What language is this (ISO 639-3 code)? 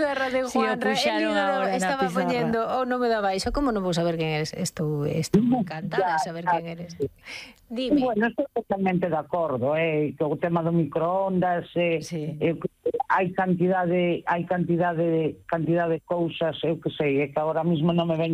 glg